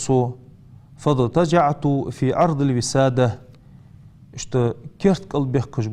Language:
Ingush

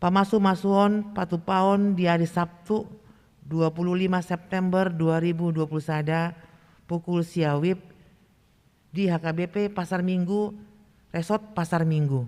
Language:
Batak Toba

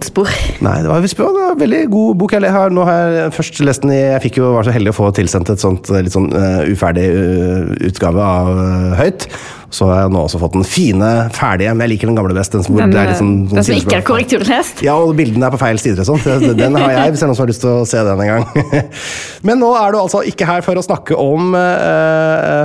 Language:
Norwegian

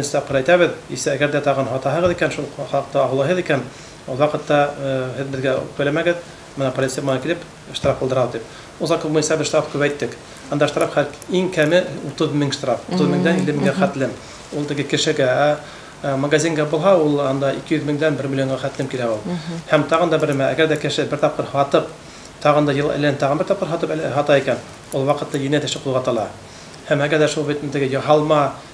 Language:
Bashkir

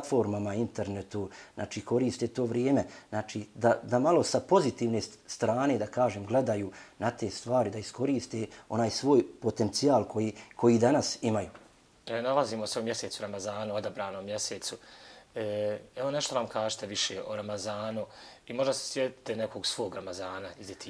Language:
Bosnian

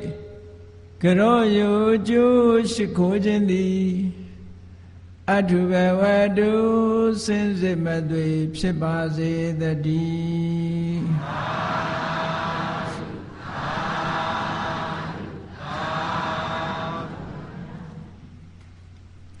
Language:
Burmese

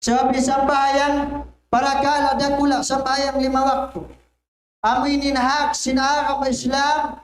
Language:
Tausug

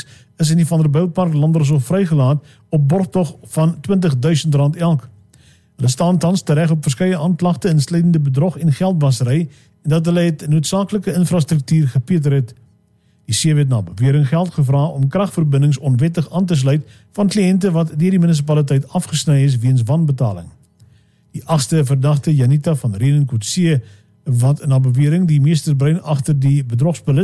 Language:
Afrikaans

